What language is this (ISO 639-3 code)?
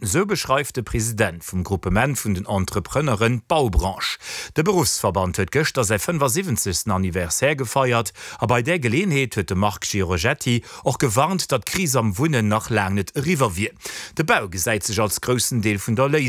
ltz